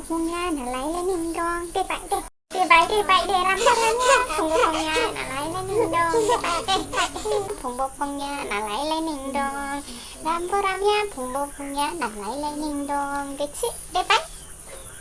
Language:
Dimasa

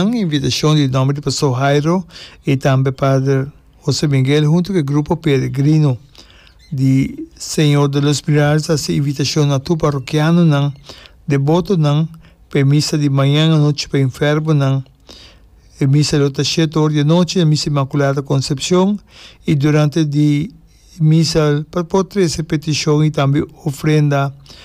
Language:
Papiamento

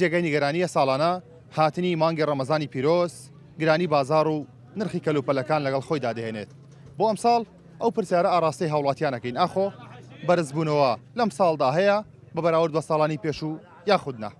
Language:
Central Kurdish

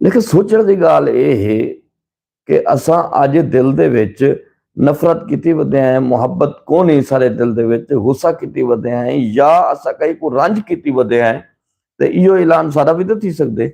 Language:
Saraiki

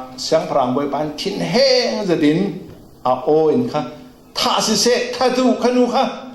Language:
Falam Chin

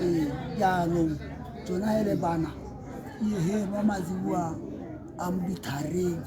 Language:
Tswana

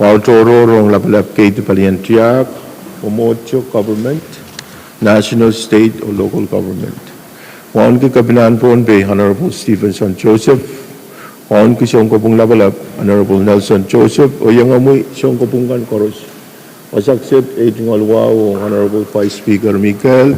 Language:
Pohnpeian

